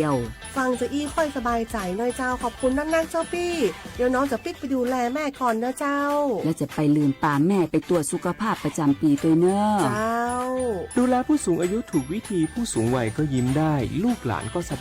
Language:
Lahu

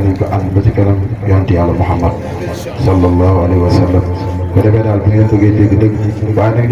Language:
Wolof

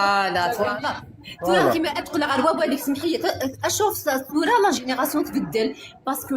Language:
Kabyle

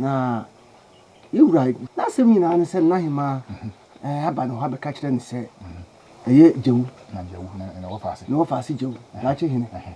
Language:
Akan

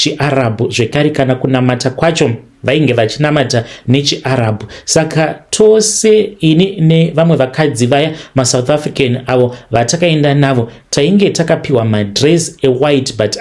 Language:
Shona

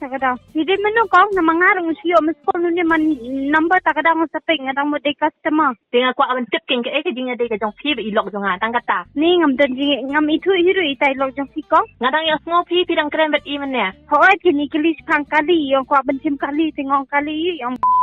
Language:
Khasi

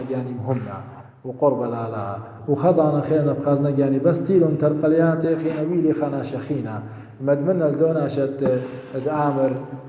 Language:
Assyrian Neo-Aramaic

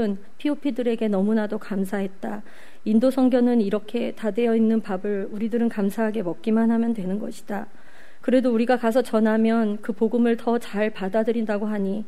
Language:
Korean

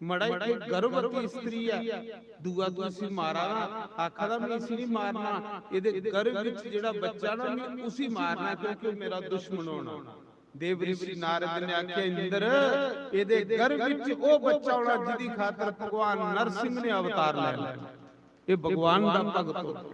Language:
Dogri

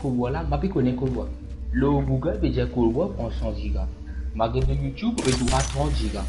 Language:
Morisyen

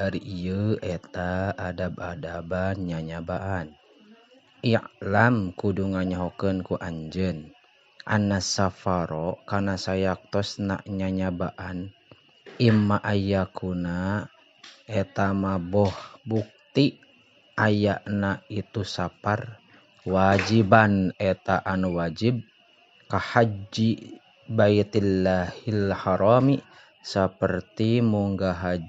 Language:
Sundanese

